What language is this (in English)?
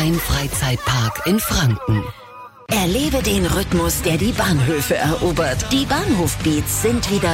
German